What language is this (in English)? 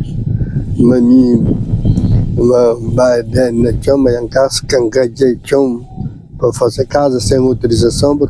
Kabuverdianu